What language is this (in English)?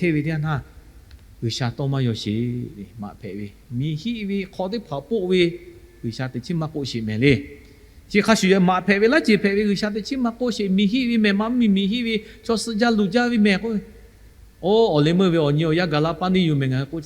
Lahu